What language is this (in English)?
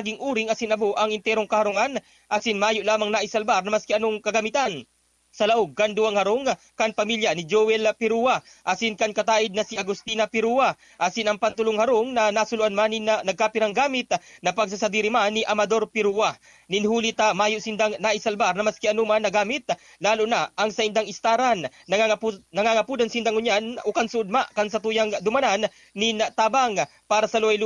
Bikol